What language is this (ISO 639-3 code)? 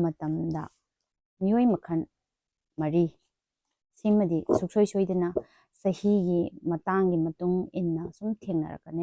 mni